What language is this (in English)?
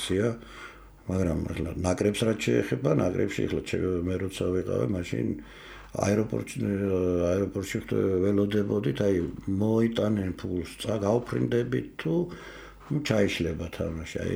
Georgian